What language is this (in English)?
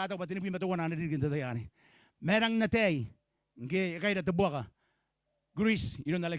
Gilbertese